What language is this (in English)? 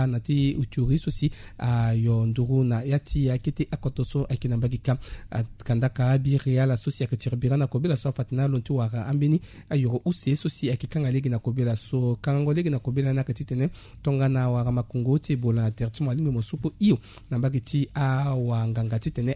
Sango